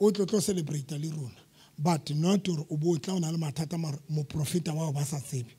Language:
Southern Sotho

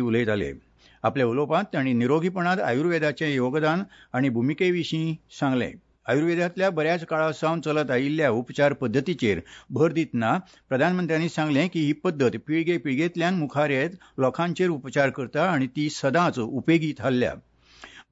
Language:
Konkani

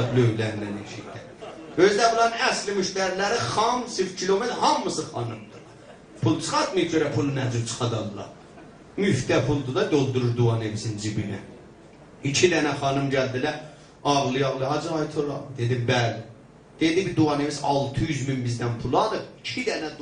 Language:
South Azerbaijani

